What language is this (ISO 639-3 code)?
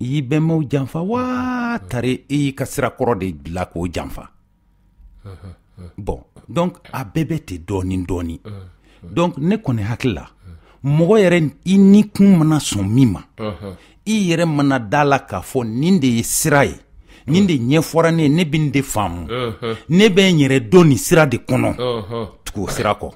bam